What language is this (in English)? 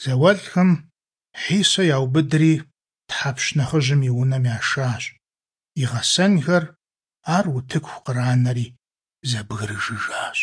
Kabardian